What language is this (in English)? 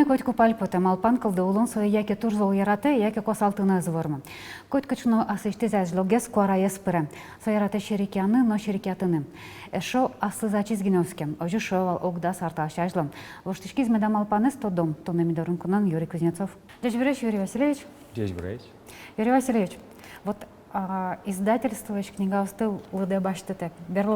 Udmurt